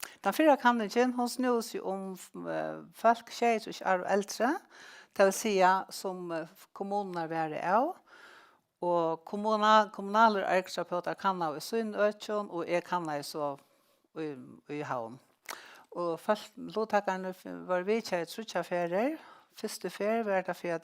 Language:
Faroese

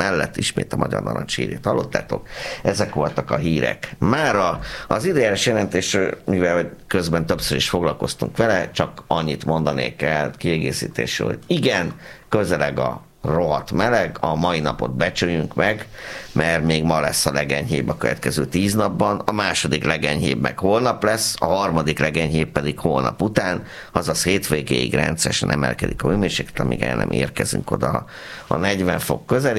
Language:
Hungarian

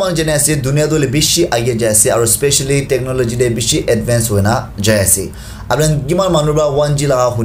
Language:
Naga Pidgin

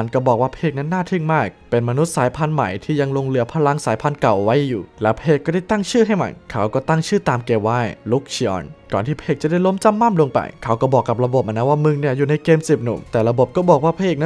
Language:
Thai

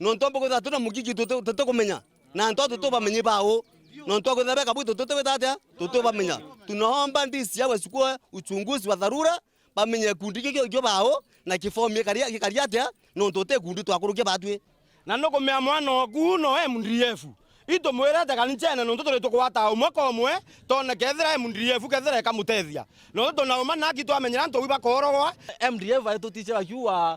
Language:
Meru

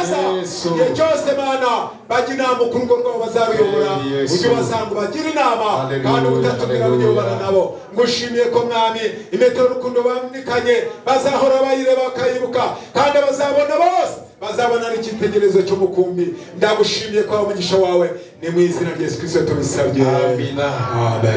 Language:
Kinyarwanda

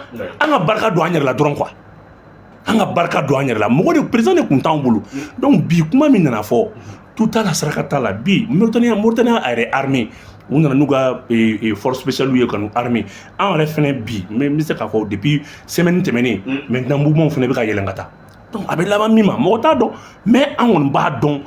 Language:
Bambara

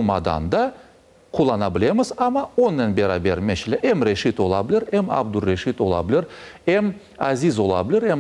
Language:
Crimean Tatar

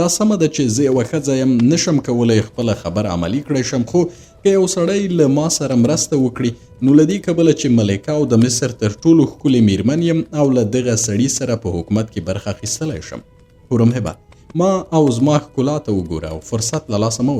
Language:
Pashto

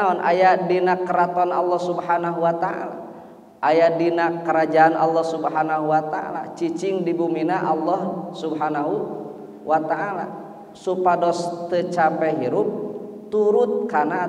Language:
Sundanese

